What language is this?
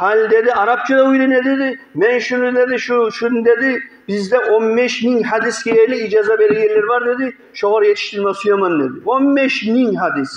Kumyk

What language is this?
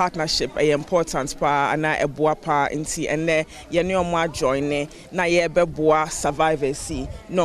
Akan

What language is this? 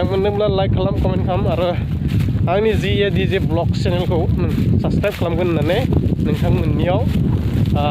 Bodo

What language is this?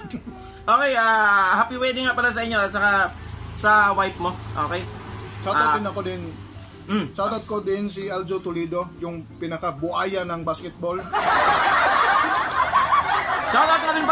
Filipino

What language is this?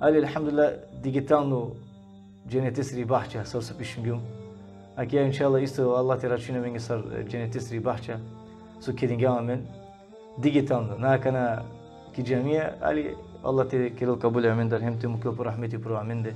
Balkan Romani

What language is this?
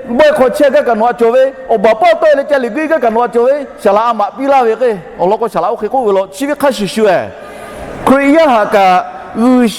Lahu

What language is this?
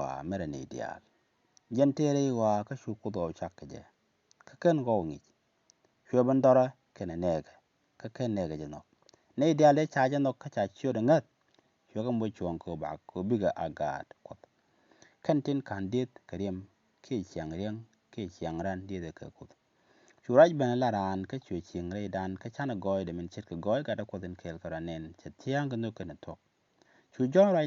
Nuer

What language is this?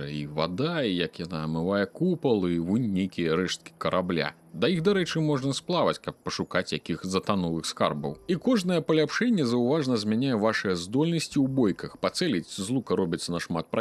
Belarusian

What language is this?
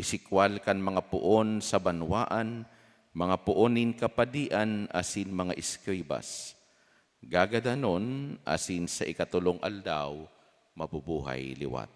Bikol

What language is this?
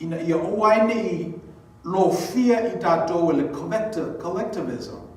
Samoan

